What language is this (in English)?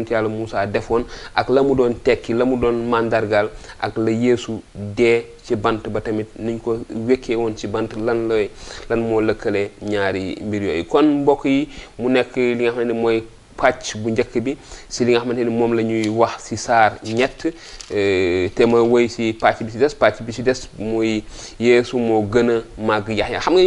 Wolof